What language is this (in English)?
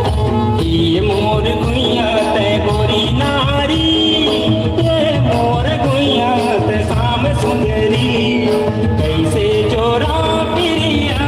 Chhattisgarhi